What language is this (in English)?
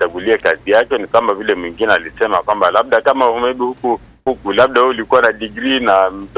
Swahili